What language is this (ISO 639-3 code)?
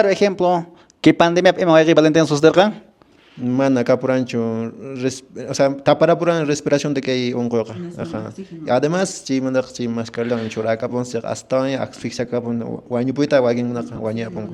que